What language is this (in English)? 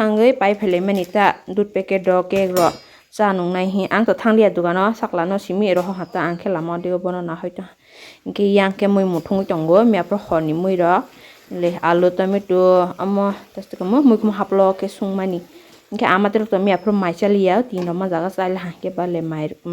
Kok Borok